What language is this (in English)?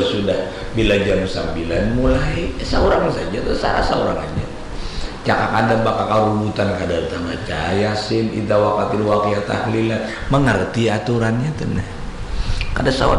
Banjar